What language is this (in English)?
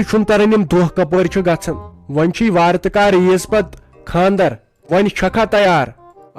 Kashmiri